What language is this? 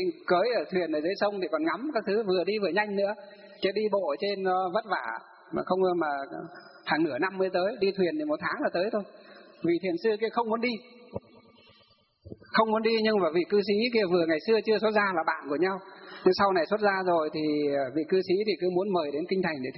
Vietnamese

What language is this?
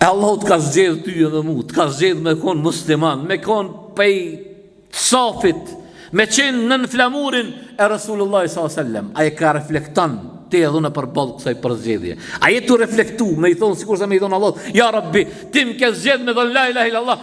Albanian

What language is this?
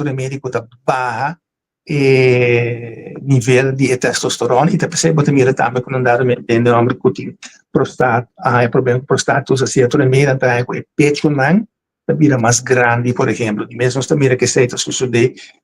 Papiamento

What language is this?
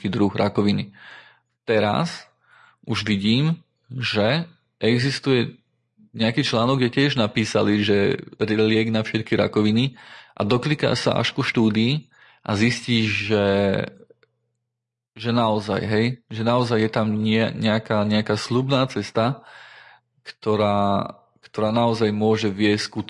Slovak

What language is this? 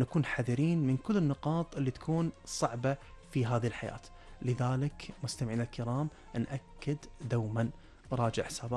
Gulf Arabic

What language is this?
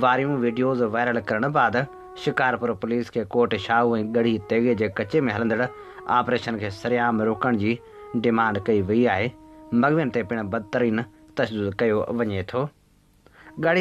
Sindhi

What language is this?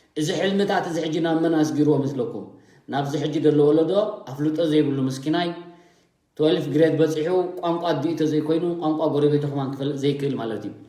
Tigrinya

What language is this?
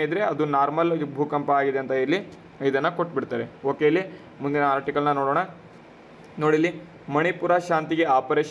Kannada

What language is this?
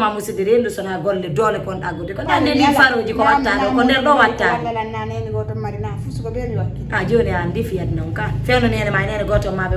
Fula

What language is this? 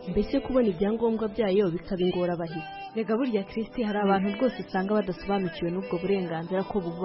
Kinyarwanda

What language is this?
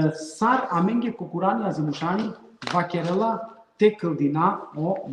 Balkan Romani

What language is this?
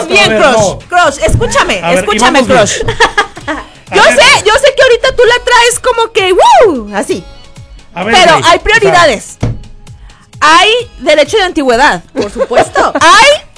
Spanish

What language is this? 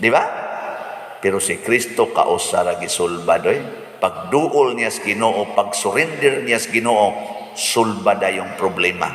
Cebuano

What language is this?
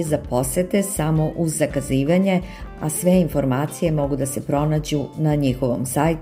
Serbian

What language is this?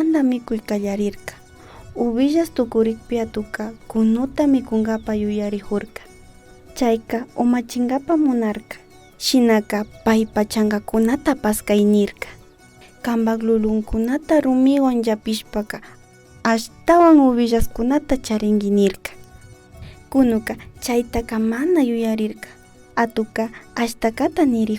Imbabura Highland Quichua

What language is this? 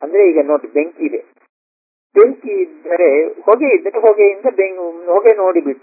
Kannada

